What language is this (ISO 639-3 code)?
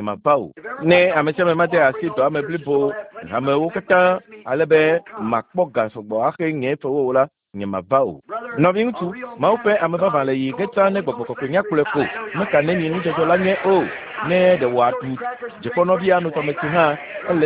ewe